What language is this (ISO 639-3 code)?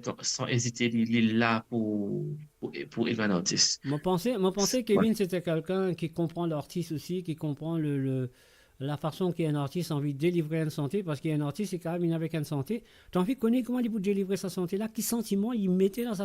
mfe